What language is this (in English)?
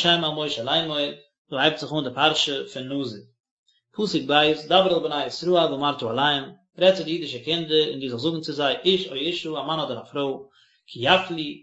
Yiddish